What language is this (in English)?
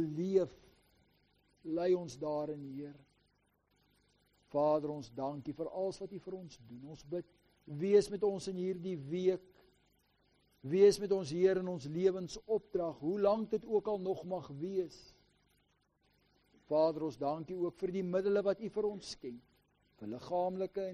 Afrikaans